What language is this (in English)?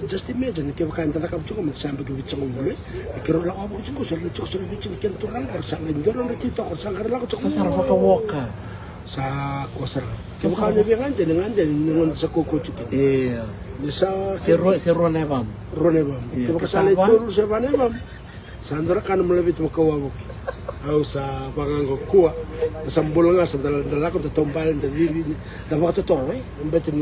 Fijian